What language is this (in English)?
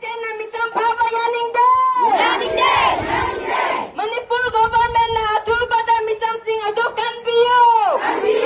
Manipuri